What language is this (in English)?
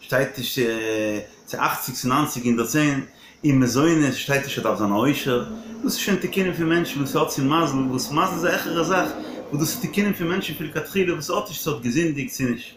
Yiddish